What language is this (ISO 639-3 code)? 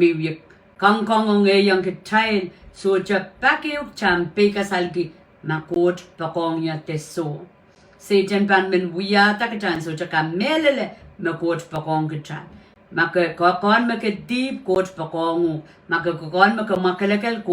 pon